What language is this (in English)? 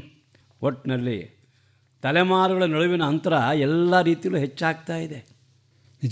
Kannada